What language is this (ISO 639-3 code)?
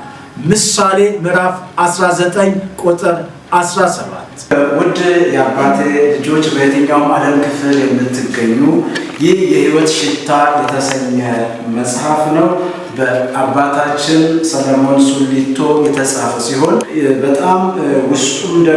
amh